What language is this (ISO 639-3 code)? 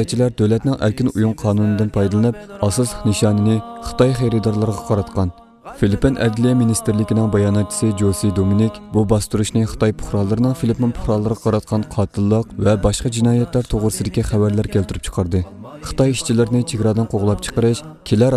uig